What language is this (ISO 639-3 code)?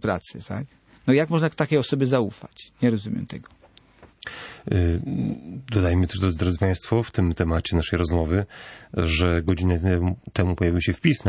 pol